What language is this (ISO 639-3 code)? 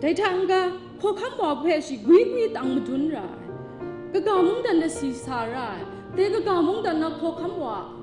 kac